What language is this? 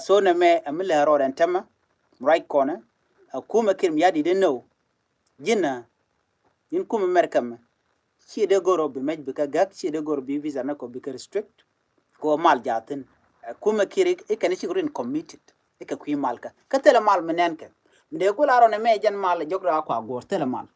Nuer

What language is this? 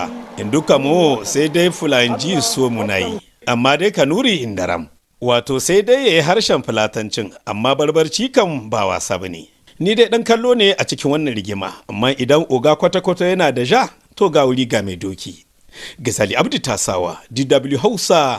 Hausa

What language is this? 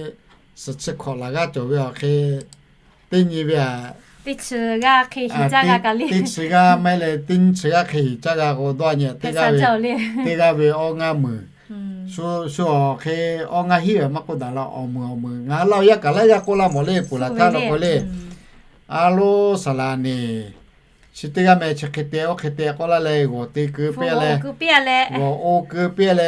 Lahu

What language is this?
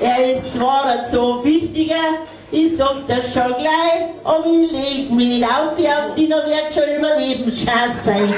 Bavarian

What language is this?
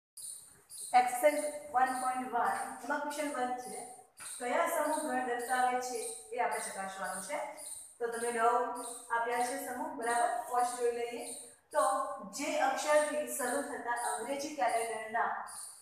Gujarati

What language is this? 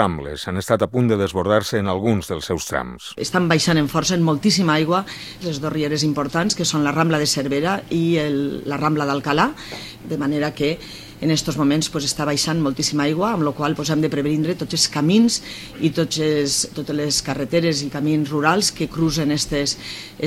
Catalan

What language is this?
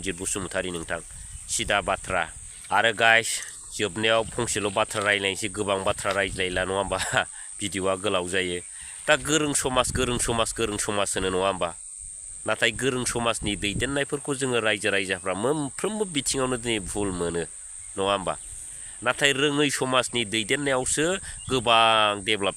Bodo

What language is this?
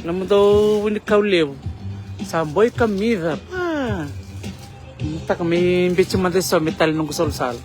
Fijian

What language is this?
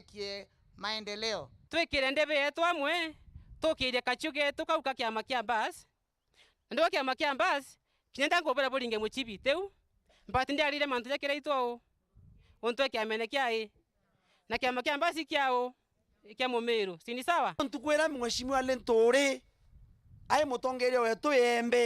Meru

